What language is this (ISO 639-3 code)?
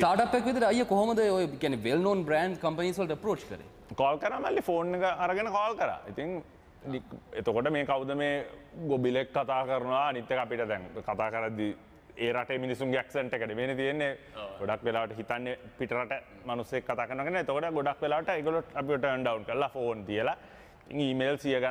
sin